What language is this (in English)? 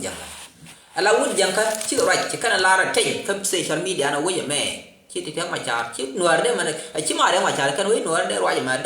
Nuer